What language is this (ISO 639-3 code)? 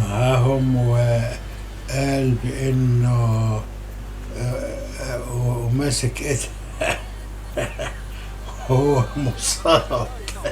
arz